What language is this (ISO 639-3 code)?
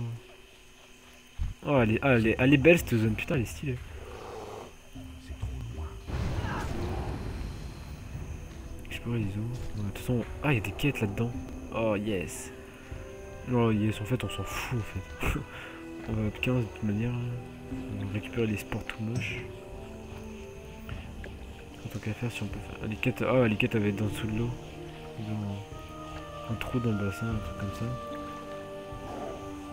fra